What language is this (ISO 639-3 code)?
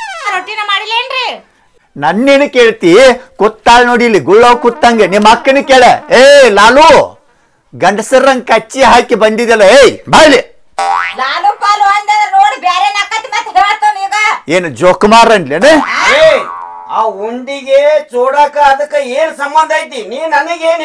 kan